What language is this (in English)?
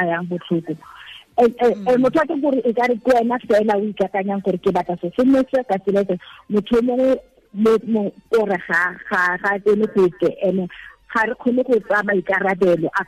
Tswana